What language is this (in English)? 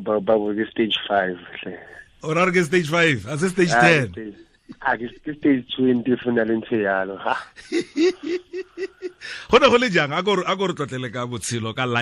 Tswana